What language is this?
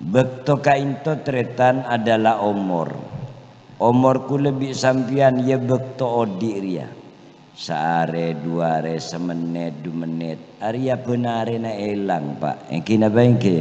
Madurese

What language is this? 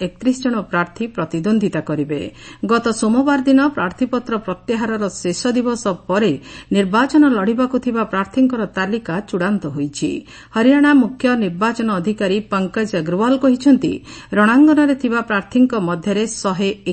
Odia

